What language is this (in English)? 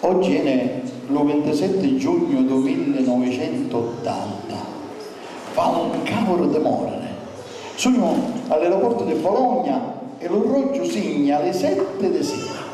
Sicilian